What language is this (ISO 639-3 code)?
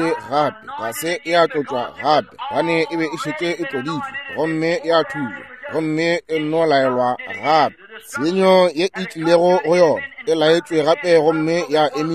nso